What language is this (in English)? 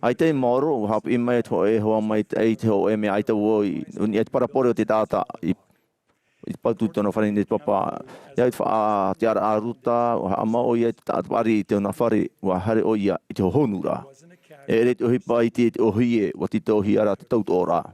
Tahitian